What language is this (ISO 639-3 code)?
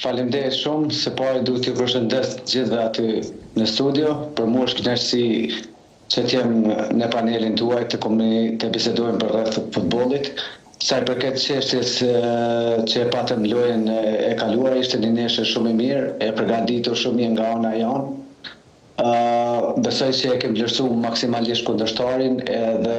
sqi